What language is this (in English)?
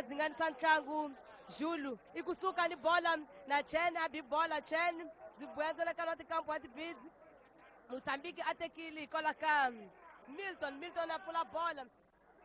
Tsonga